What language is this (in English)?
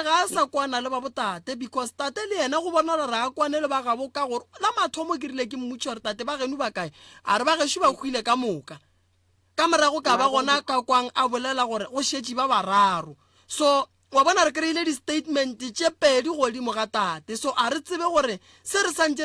Northern Sotho